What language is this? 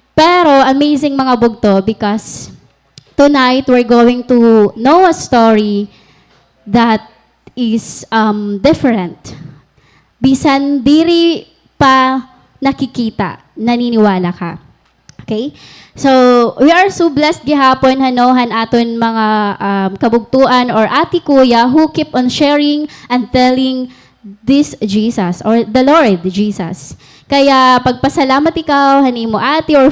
Waray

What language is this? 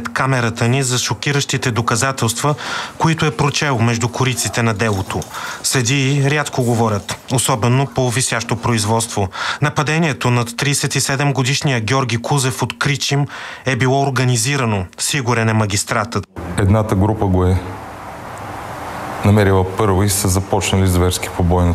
Bulgarian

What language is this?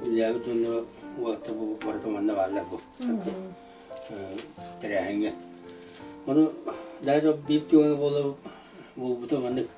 Yakut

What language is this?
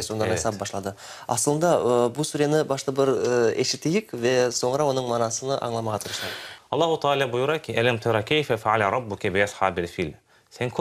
Crimean Tatar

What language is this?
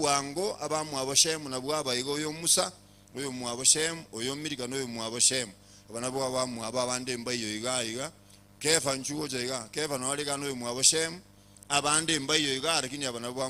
Gusii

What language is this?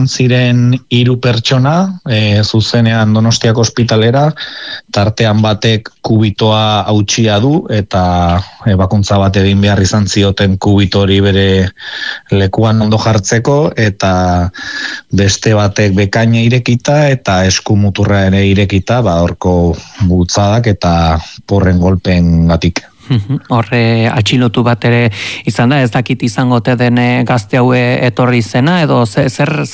Basque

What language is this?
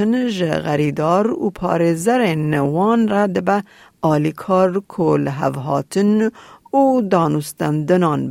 Kurdish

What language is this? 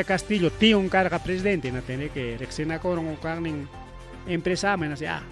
Ayacucho Quechua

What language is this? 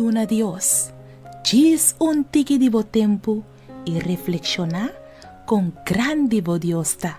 Papiamento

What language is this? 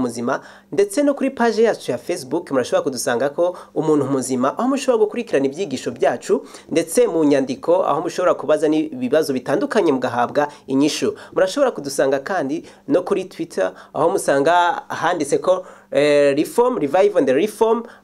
Rundi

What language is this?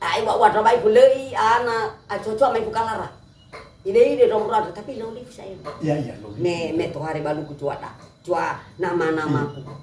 Nias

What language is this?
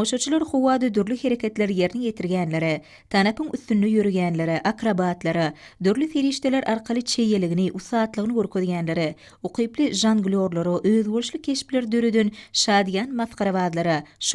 Turkmen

